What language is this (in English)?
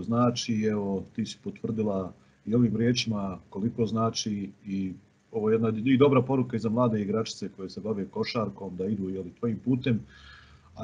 Bosnian